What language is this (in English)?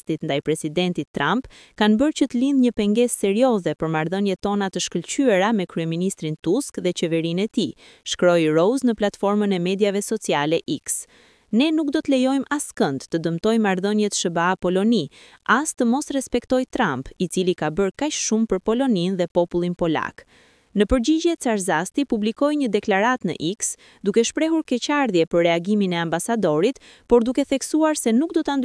Albanian